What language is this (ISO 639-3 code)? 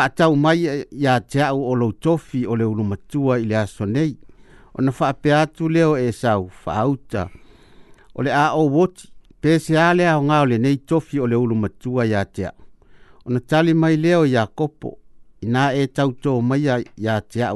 smo